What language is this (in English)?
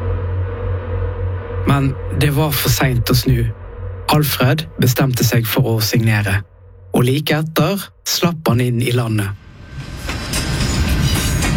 Norwegian